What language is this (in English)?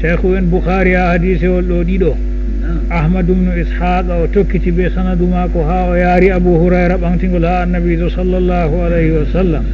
Fula